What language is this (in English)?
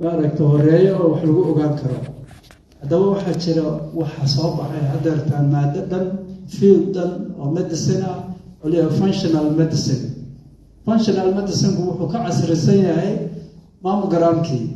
Somali